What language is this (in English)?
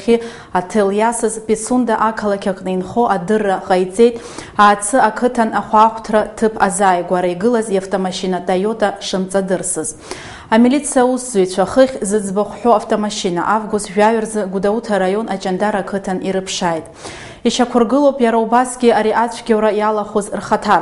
Abkhazian